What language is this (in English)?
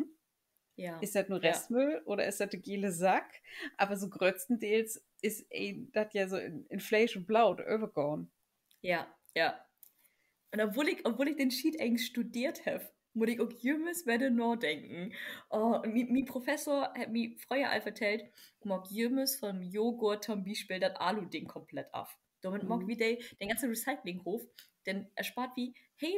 Low German